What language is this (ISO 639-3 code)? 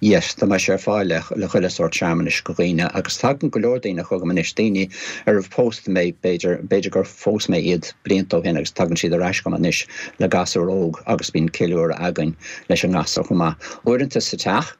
gle